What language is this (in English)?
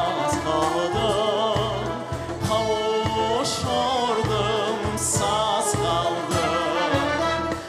Crimean Tatar